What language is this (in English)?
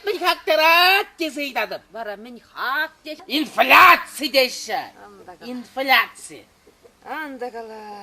Chuvash